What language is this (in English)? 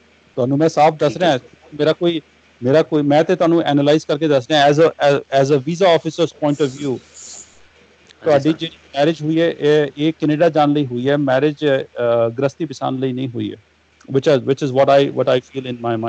Punjabi